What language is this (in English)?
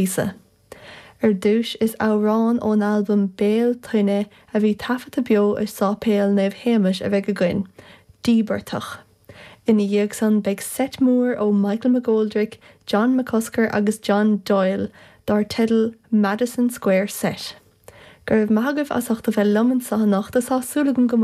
Irish